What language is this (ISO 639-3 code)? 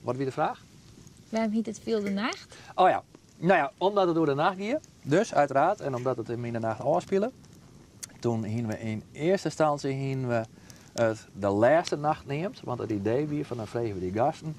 fry